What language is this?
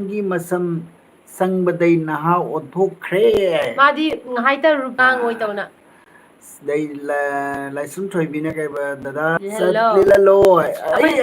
Manipuri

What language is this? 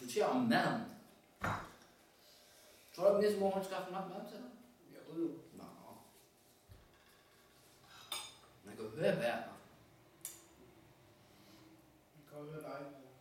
Danish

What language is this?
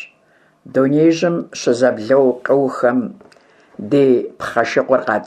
Kabardian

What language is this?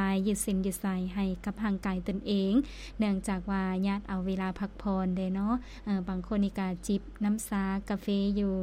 Lao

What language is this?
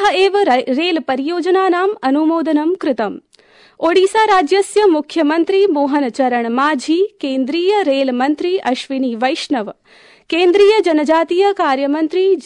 Sanskrit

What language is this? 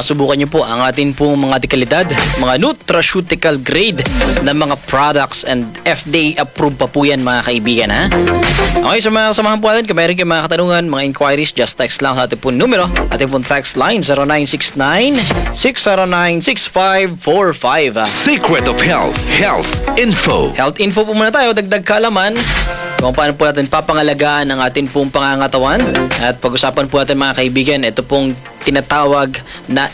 Filipino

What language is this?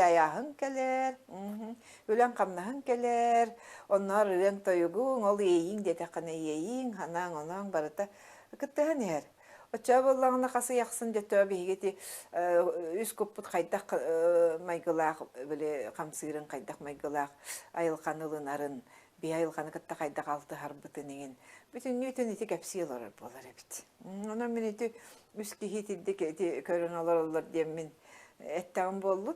Yakut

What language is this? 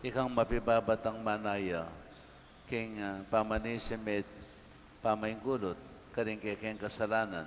Pampanga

